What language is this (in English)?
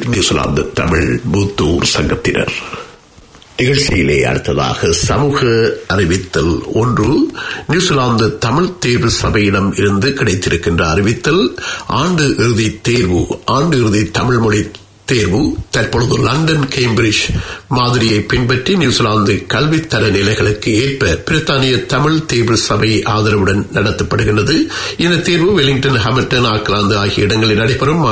Tamil